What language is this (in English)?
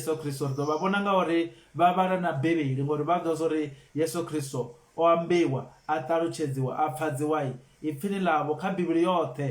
Venda